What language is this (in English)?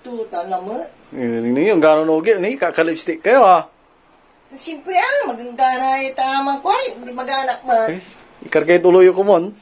Pangasinan